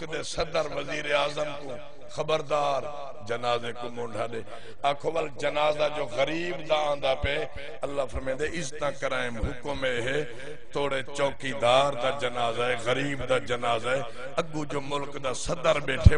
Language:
Saraiki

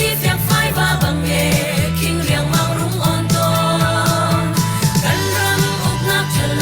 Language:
Hakha Chin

